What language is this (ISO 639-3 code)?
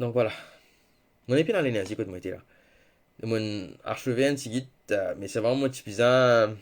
mfe